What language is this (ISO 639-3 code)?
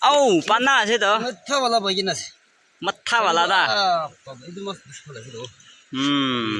nag